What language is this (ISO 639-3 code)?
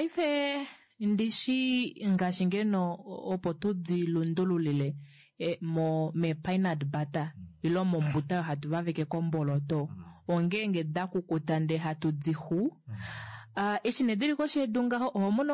kua